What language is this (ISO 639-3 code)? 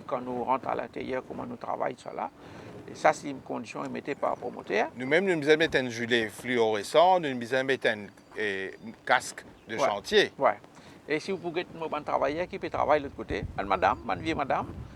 mfe